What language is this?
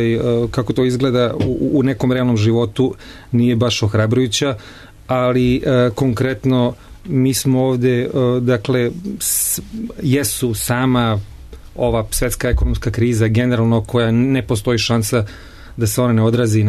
Serbian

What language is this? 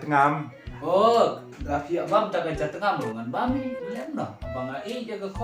Khasi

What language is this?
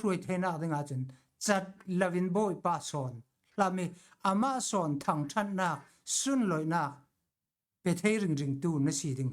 Falam Chin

